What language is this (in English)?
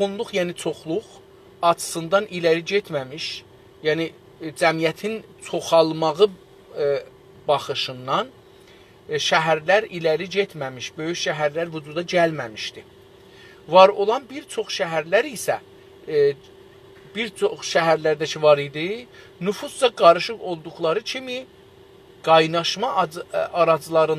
South Azerbaijani